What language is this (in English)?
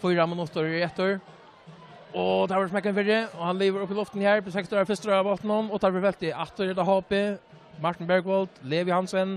Faroese